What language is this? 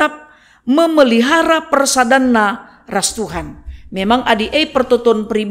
Batak Karo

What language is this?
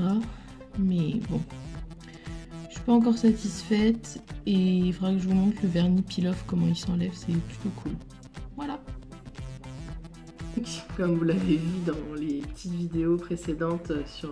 French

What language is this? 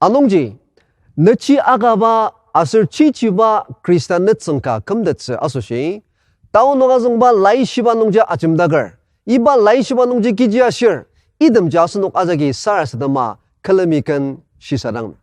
Ao Naga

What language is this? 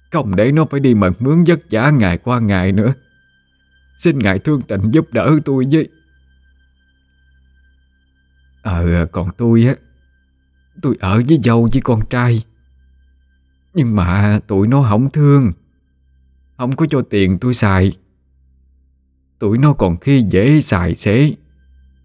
Vietnamese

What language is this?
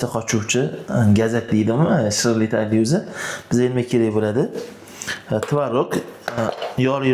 Uzbek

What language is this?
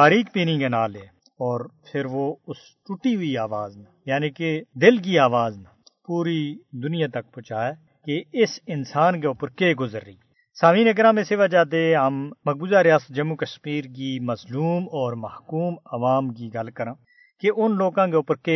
Gujari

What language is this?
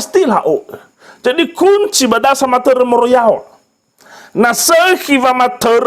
Nias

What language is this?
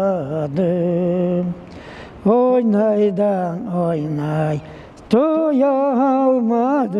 Crimean Tatar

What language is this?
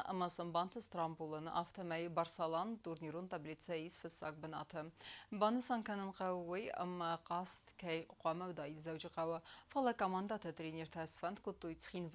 Ossetic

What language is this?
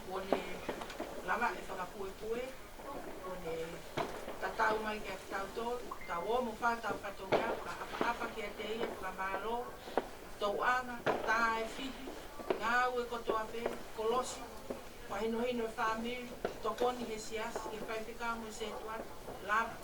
Tongan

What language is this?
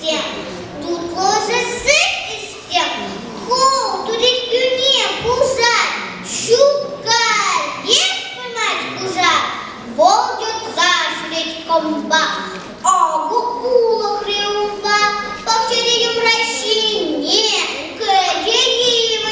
Chuvash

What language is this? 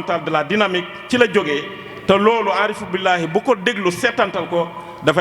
Wolof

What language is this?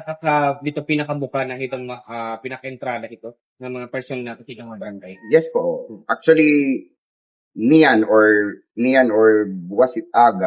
Waray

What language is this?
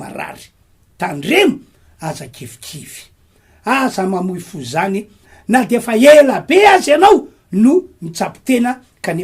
Malagasy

